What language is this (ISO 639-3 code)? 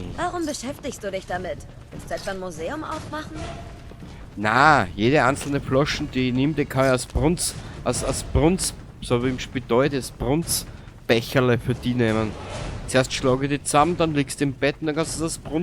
bar